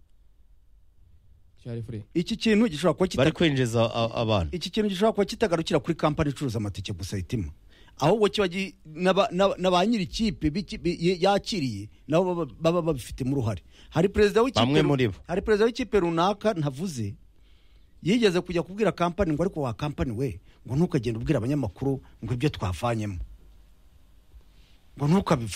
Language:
Kinyarwanda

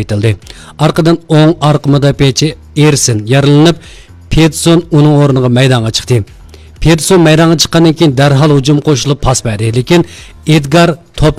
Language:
Uyghur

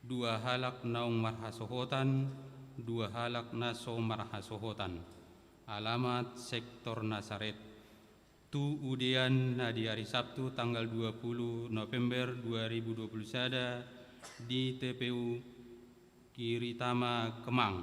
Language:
Batak Toba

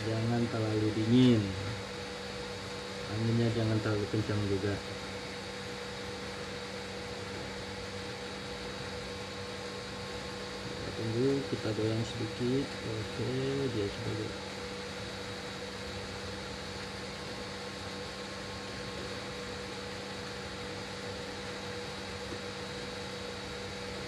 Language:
Indonesian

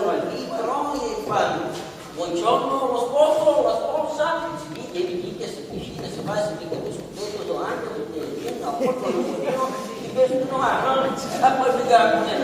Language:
Sicilian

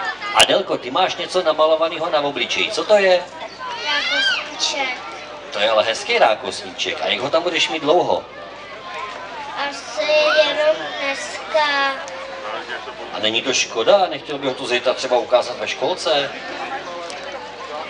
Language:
Czech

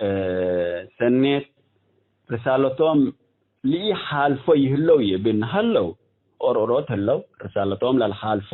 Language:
Tigre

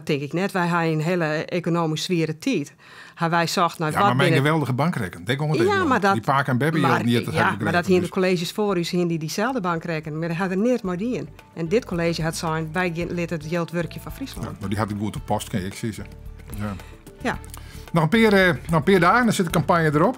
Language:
Western Frisian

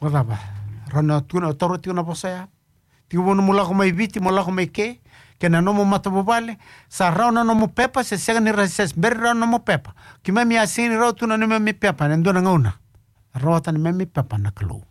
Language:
Fijian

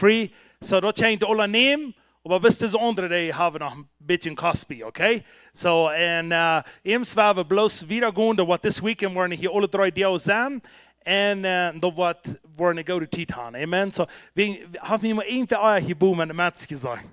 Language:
Plautdietsch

